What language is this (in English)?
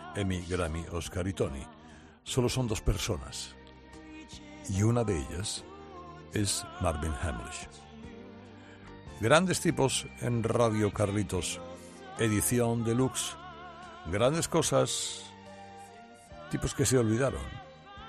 Spanish